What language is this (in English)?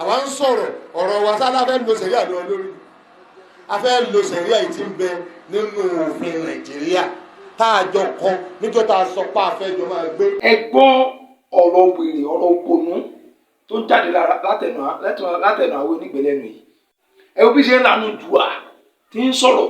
Yoruba